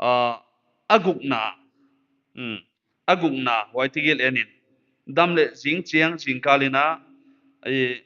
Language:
Paite Chin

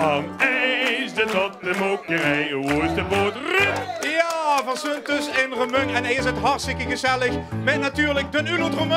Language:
Limburgish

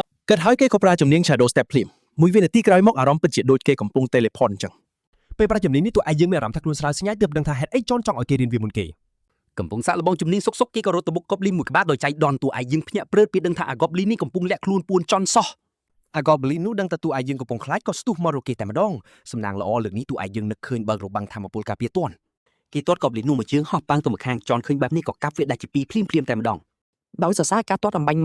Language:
Khmer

